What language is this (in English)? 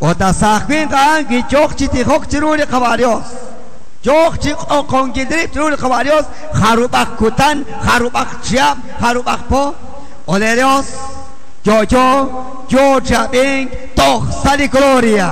Kekchí